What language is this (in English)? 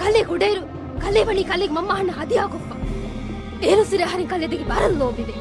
Divehi